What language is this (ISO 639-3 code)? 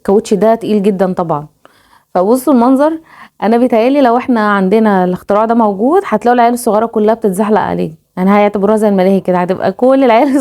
arz